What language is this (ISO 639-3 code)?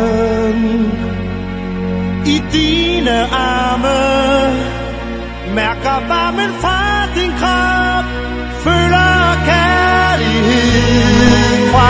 dan